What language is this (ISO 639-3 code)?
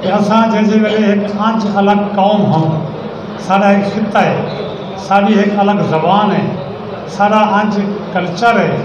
skr